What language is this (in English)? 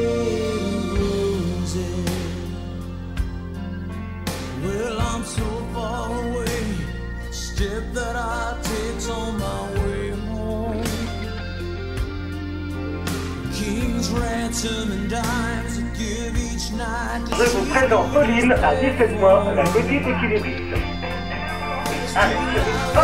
French